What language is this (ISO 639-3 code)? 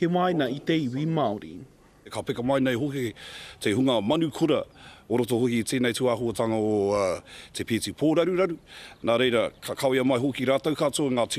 mri